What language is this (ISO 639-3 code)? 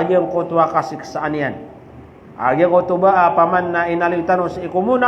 mrw